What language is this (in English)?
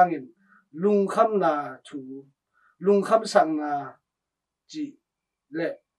Tedim Chin